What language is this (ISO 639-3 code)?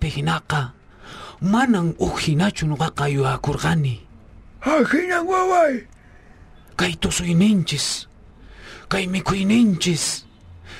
quh